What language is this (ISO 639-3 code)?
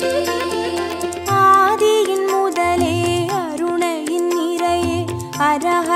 tam